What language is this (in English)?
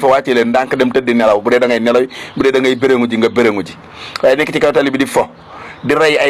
Wolof